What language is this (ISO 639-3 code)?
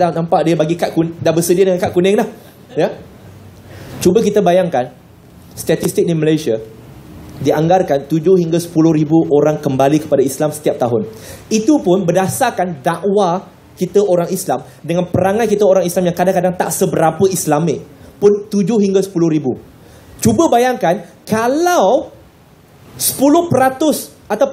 msa